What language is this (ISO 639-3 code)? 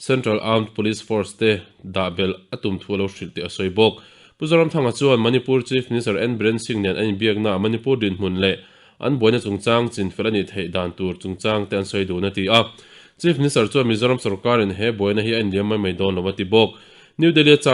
lus